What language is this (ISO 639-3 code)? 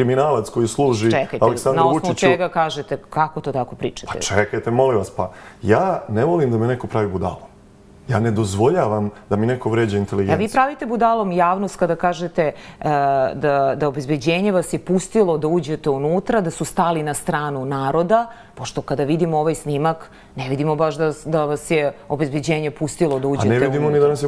srp